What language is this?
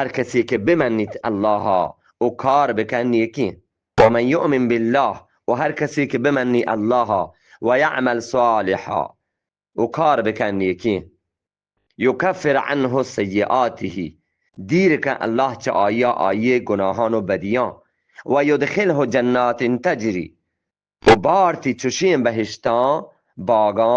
Eastern Balochi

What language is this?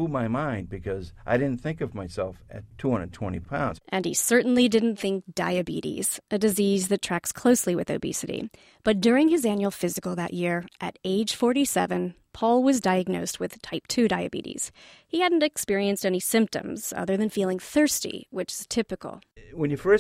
English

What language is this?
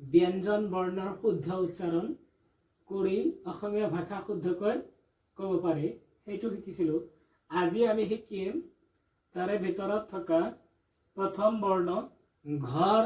Assamese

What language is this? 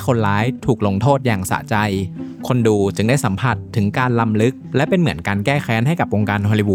Thai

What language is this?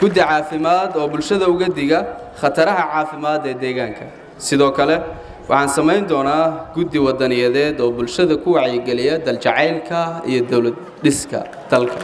Somali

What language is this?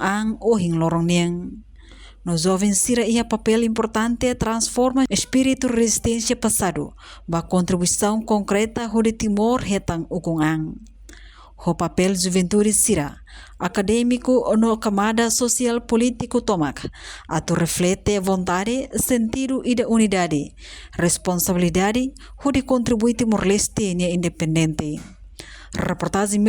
Tetum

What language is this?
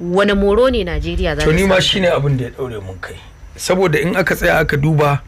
Hausa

